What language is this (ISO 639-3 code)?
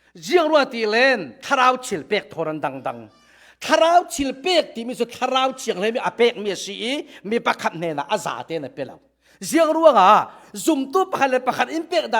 cfm